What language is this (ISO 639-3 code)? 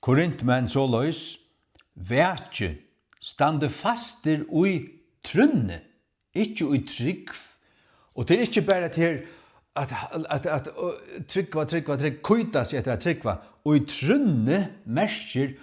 fao